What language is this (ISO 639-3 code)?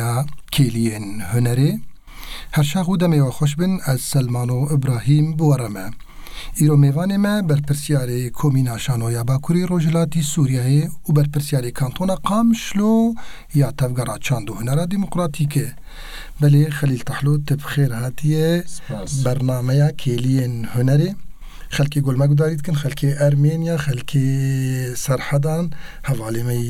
kur